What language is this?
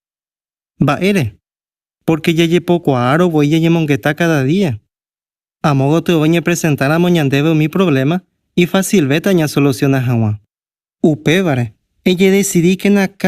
Guarani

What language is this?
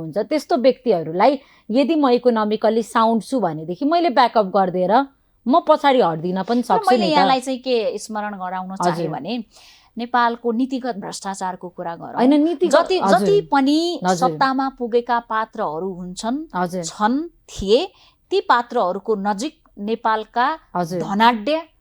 Nepali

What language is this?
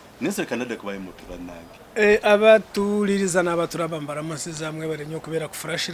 Ganda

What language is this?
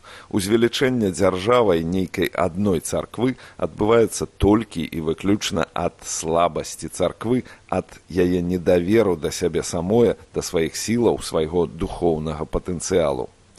Belarusian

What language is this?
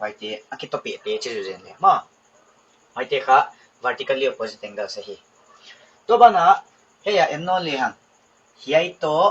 Paite Chin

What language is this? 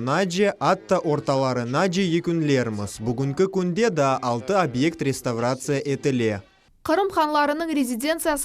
Crimean Tatar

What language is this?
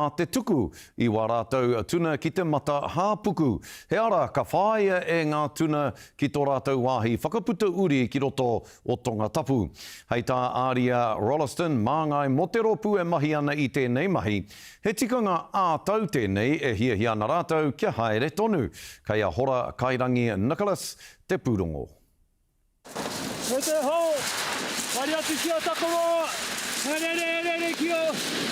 Māori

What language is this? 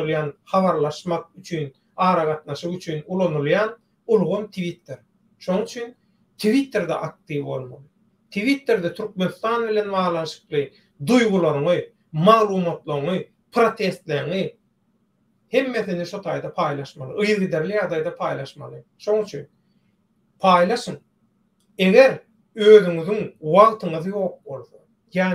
Turkmen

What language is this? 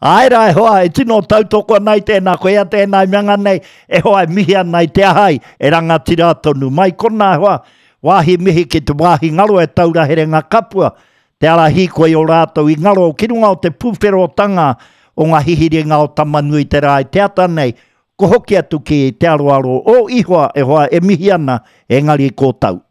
Māori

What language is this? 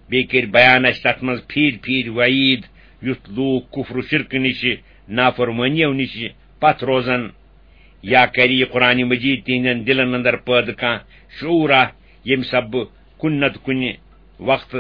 Kashmiri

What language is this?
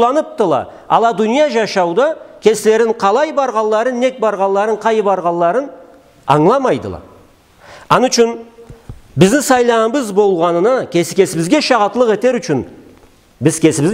Karachay-Balkar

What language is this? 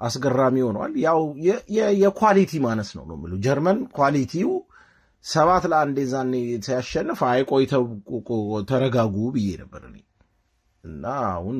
Amharic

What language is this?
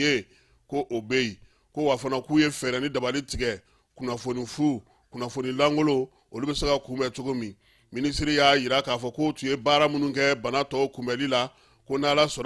Bambara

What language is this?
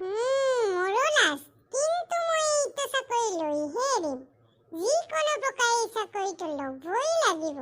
Assamese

